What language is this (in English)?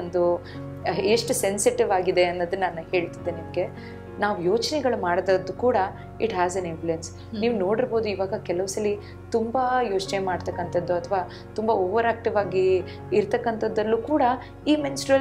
Kannada